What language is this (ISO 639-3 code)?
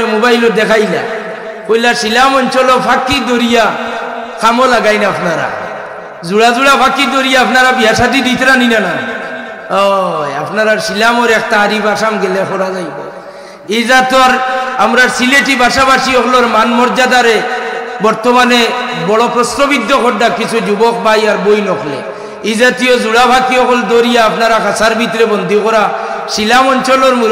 syl